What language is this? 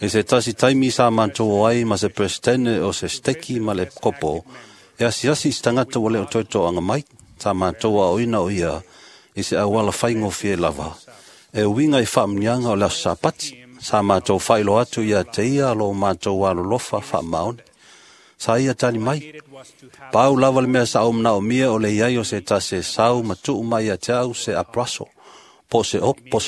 Samoan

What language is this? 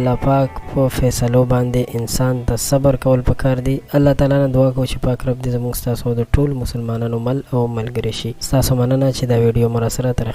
Pashto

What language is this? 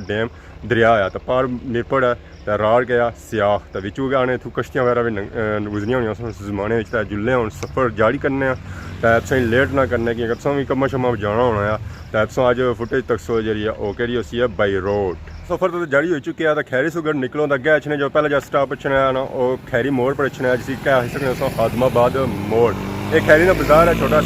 Pahari-Potwari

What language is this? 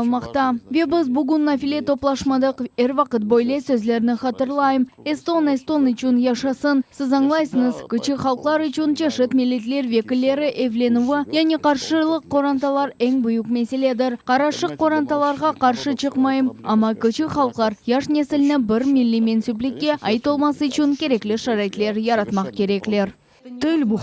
Crimean Tatar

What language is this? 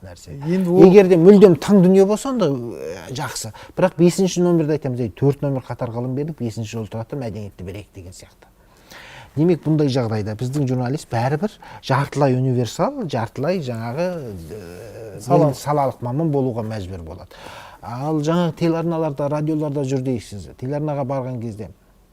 Kazakh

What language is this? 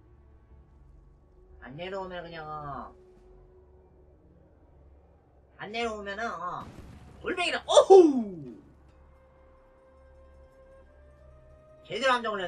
Korean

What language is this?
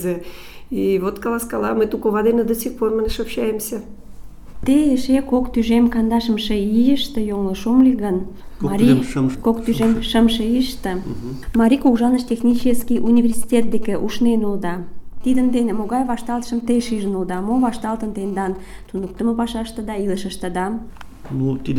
Mari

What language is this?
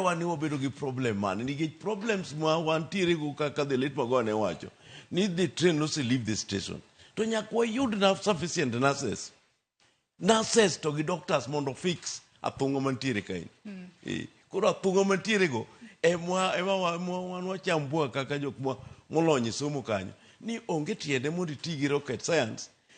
Luo (Kenya and Tanzania)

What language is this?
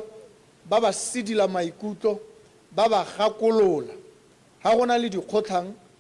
Tswana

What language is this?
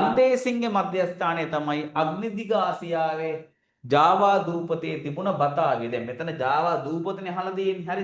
Sinhala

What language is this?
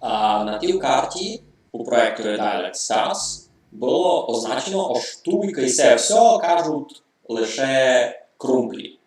Rusyn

